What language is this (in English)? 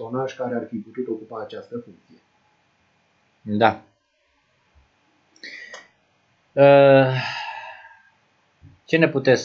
Romanian